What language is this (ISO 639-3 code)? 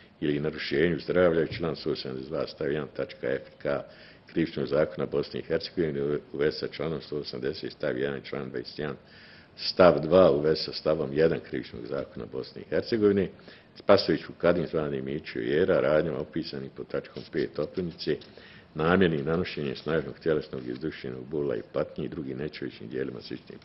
bos